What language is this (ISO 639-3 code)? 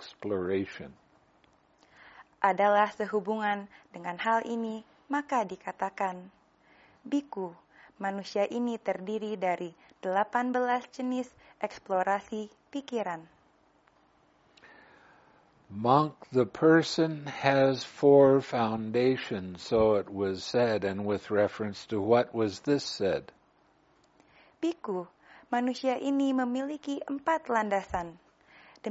ind